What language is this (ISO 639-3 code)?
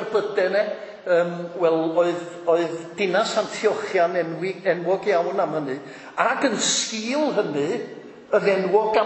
cym